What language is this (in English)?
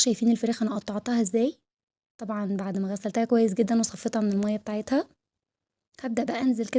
Egyptian Arabic